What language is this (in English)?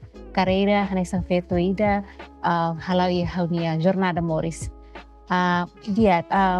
Tetum